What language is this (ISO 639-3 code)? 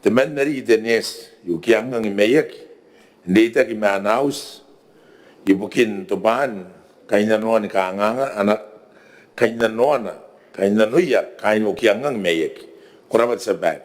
gil